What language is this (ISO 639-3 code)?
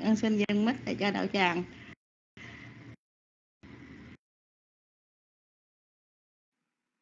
vie